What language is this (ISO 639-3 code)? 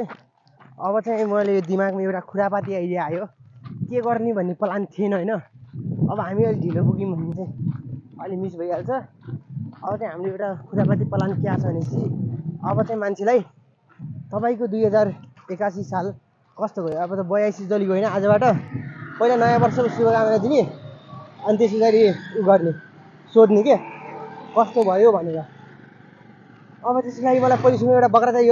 nep